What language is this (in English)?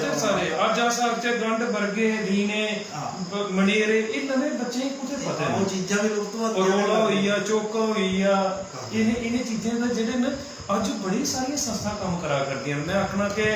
Dogri